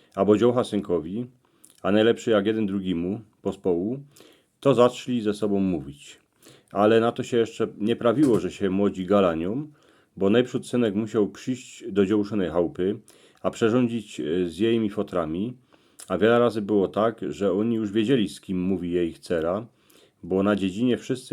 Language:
Silesian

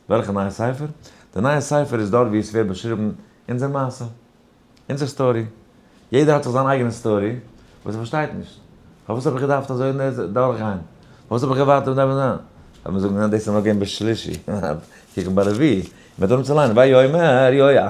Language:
Yiddish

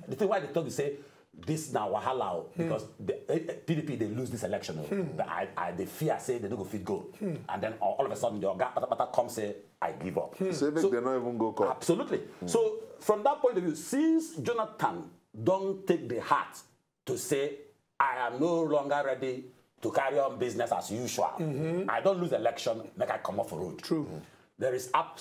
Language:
Nigerian Pidgin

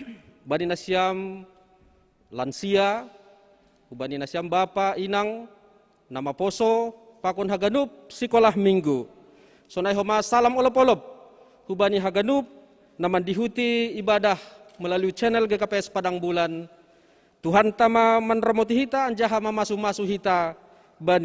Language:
Batak Simalungun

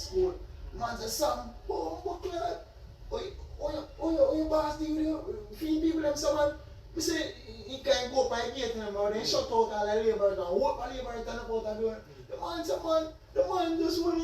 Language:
Jamaican Creole English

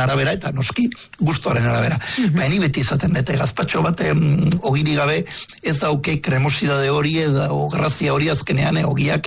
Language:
Basque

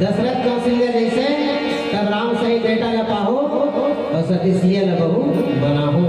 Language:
Chhattisgarhi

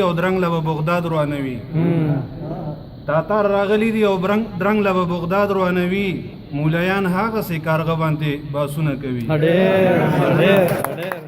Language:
Pashto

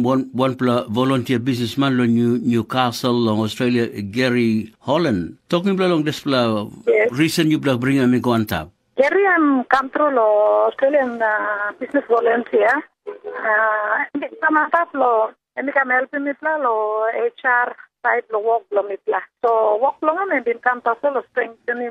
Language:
Tok Pisin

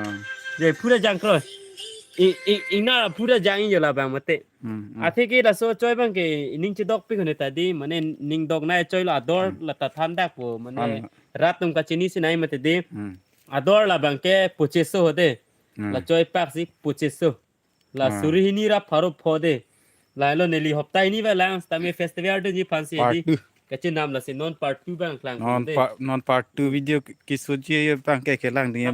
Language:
Karbi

